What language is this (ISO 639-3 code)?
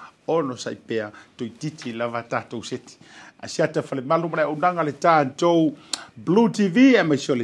smo